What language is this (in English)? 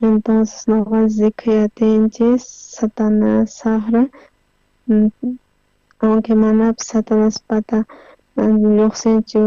South Bolivian Quechua